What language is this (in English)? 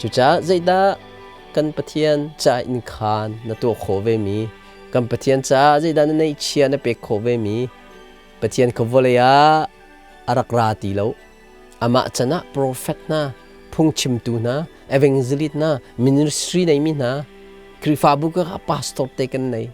Hakha Chin